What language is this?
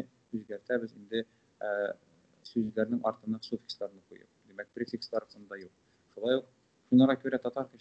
Tatar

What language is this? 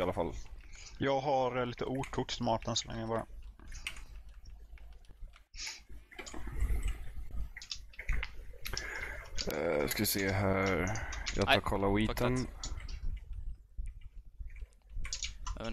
Swedish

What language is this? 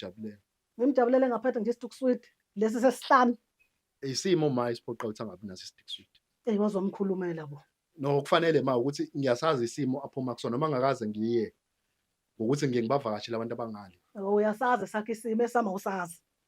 Zulu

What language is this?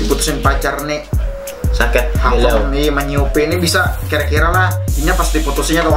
Banjar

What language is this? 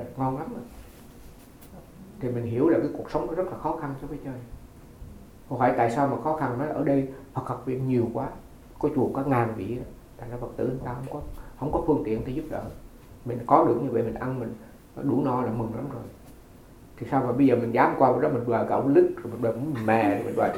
Vietnamese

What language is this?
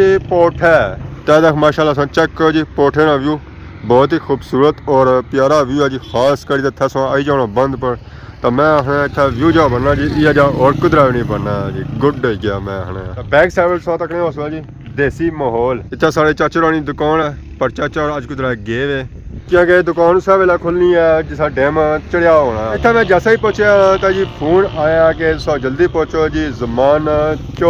Pahari-Potwari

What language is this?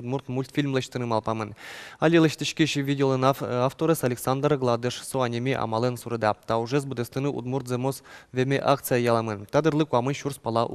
Udmurt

